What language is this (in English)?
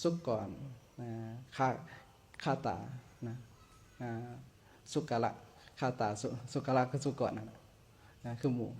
Lao